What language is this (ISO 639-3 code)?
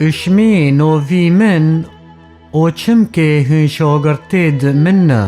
kur